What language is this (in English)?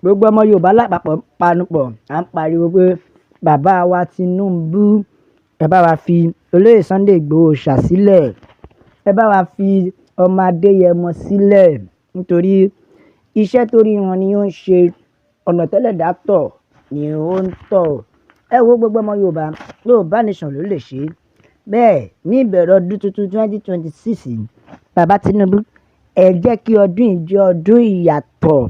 Yoruba